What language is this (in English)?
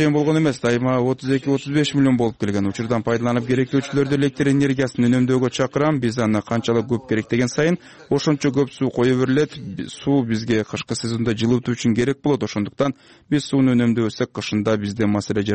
Kyrgyz